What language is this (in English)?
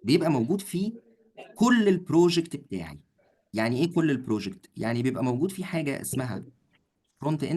Egyptian Arabic